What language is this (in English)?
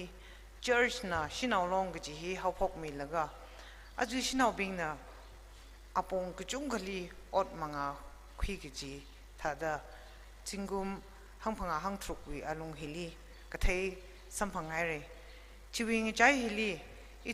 Tangkhul Naga (India)